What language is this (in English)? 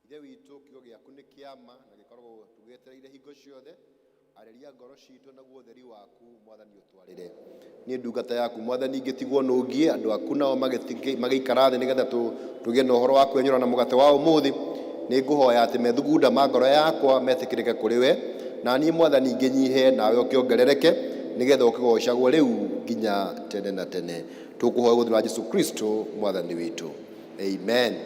Kikuyu